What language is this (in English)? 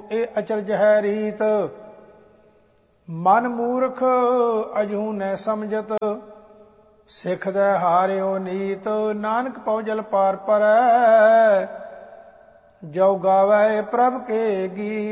Punjabi